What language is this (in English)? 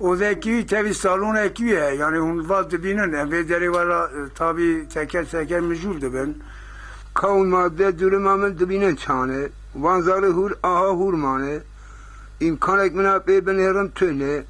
Kurdish